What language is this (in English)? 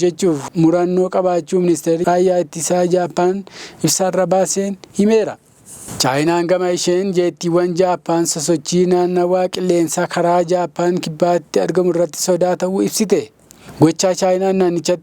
Oromo